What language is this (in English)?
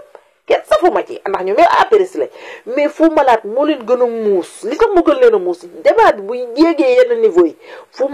Wolof